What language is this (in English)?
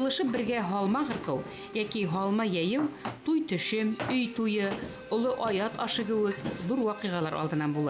Bashkir